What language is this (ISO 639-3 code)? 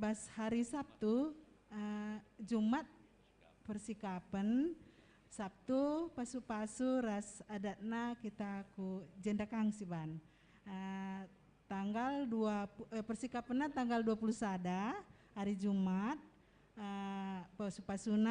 btx